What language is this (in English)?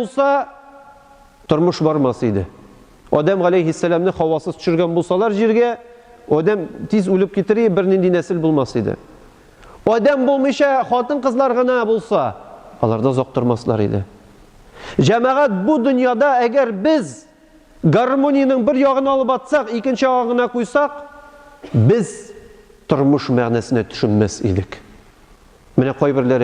Tatar